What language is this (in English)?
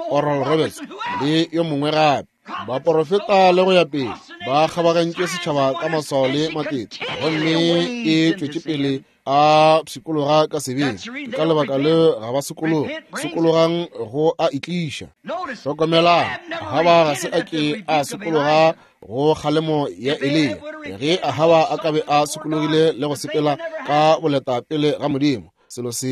Northern Sotho